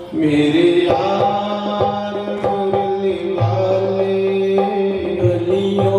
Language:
Dogri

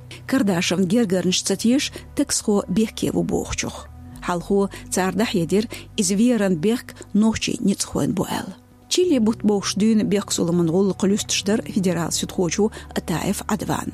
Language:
Chechen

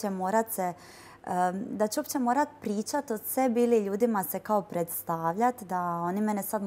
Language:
Croatian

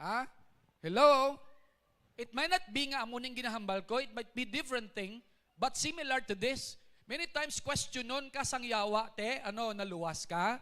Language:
Hiligaynon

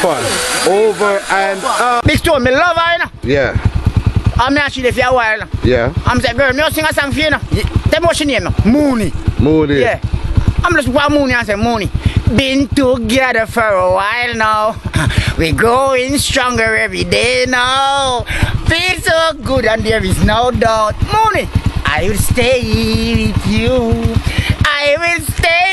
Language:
Jamaican Creole English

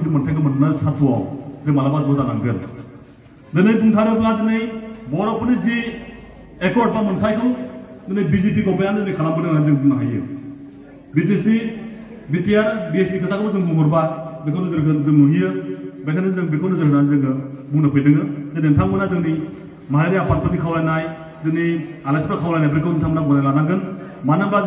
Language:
Bodo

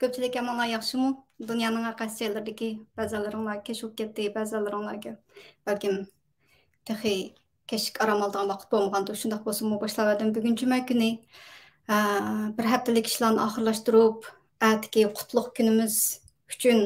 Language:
Uyghur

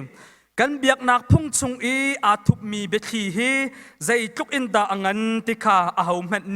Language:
Hakha Chin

